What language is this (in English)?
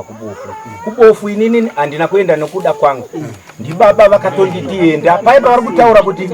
Shona